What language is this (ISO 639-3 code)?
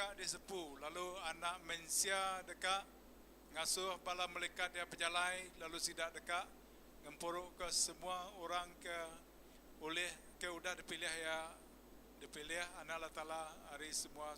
iba